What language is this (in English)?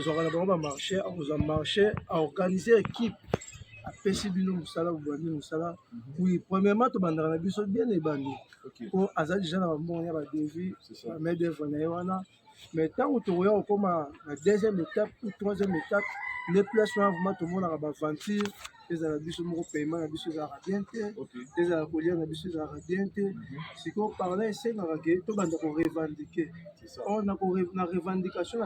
Lingala